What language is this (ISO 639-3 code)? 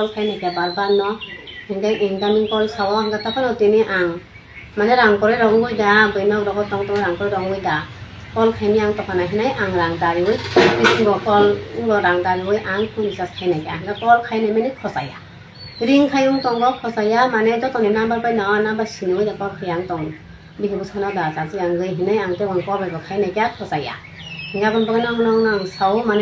trp